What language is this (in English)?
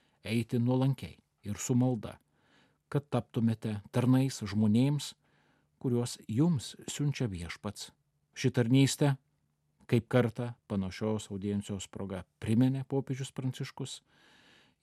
Lithuanian